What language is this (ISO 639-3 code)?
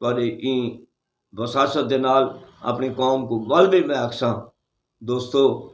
lah